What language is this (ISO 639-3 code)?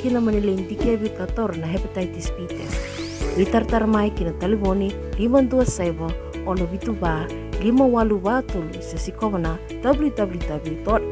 fij